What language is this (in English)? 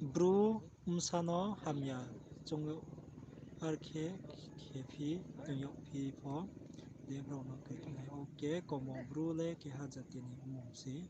Riang (India)